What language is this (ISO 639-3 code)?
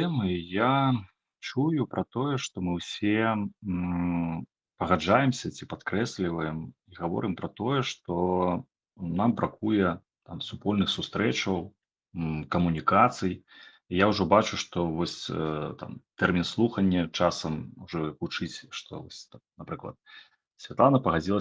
bel